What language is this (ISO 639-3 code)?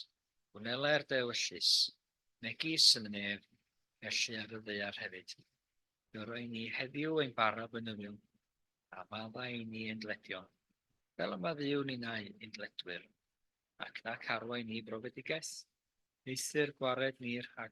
cym